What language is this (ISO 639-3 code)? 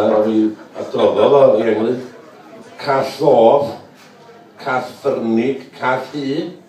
cym